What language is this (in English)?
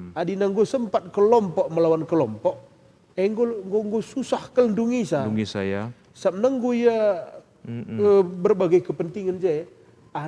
Batak Karo